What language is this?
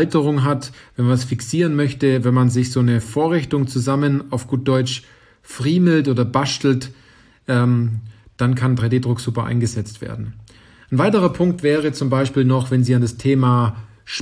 German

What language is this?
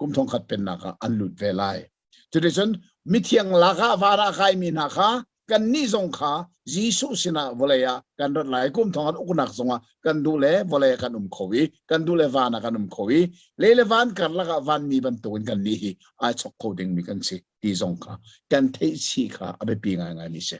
Hakha Chin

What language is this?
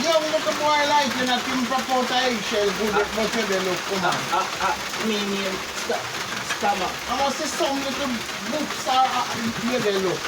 Jamaican Creole English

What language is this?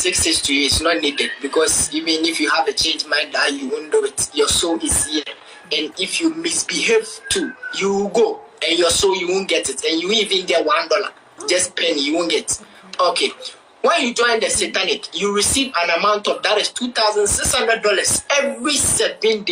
Nigerian Pidgin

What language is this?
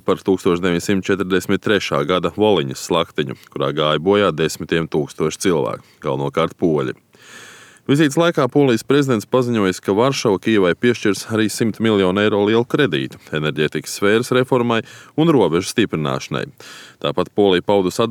Latvian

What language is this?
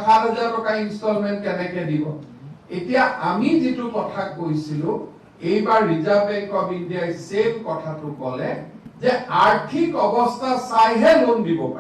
Assamese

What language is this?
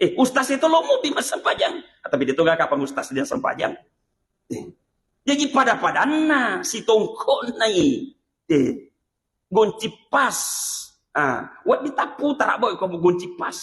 Buginese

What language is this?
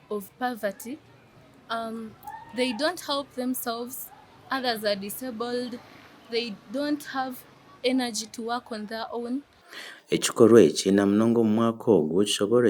Nyankole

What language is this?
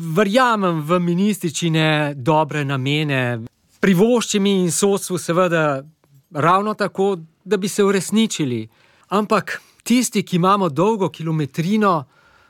Slovenian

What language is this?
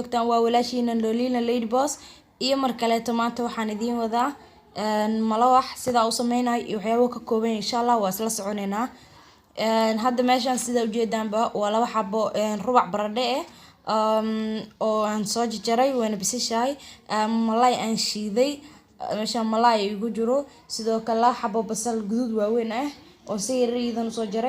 Somali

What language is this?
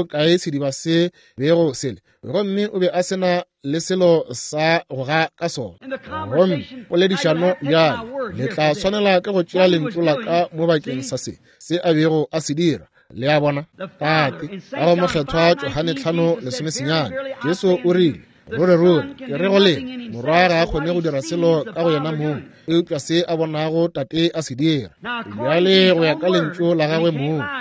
Northern Sotho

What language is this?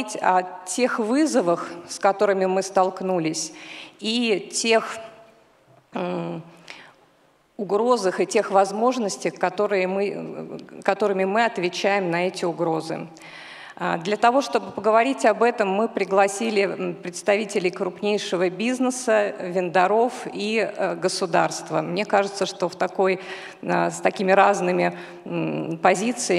Russian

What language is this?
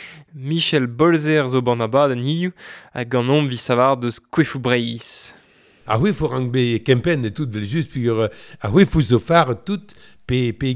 Breton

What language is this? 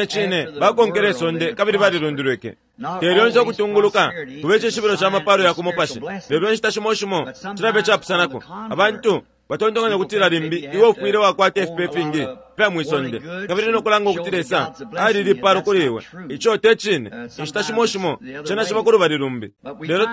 Bemba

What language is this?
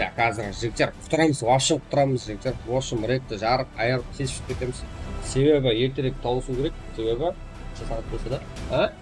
Kara-Kalpak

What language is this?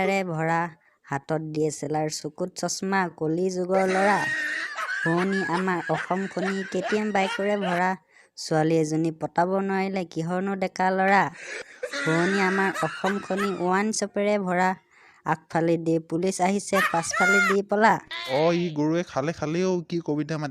Assamese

